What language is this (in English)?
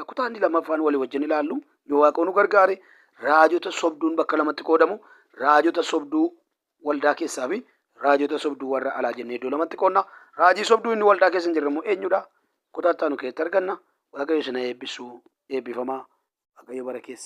Oromo